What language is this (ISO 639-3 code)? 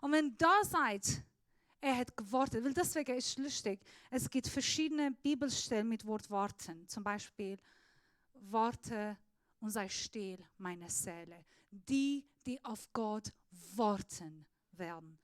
gsw